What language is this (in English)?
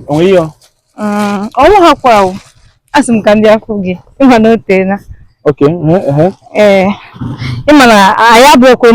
Igbo